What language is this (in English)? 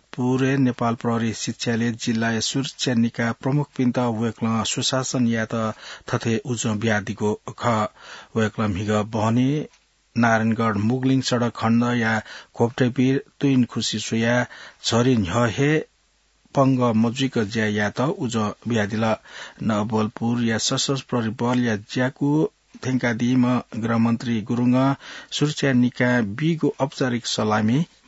Newari